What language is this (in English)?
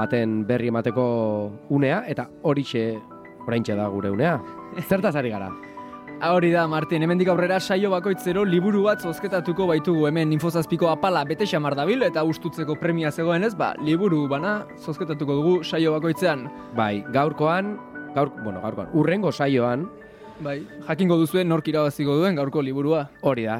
Basque